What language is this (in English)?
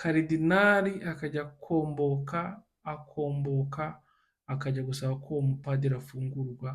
Kinyarwanda